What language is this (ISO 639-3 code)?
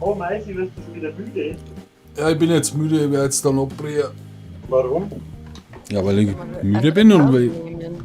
bar